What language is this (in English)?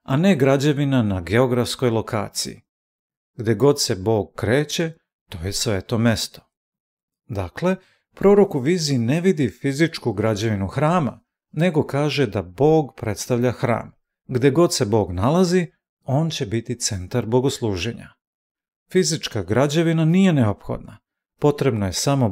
Serbian